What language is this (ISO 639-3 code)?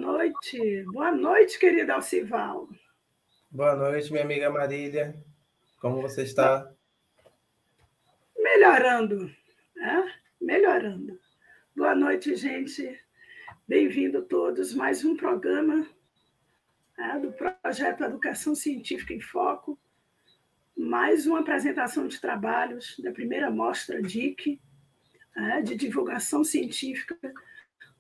por